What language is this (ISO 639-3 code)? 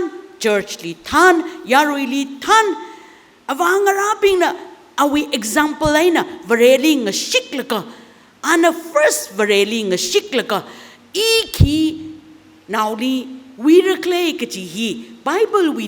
nmf